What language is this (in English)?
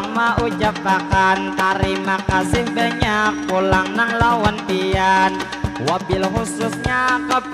Banjar